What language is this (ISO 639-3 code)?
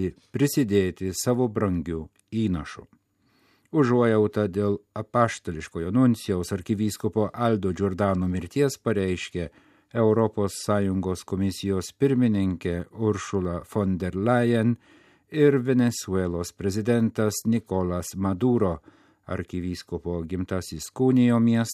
lit